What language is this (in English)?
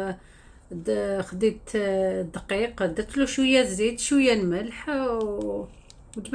Algerian Arabic